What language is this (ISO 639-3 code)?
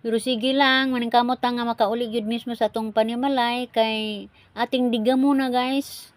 ceb